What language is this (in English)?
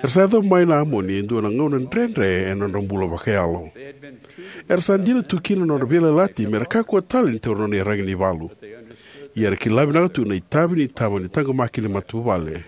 Fijian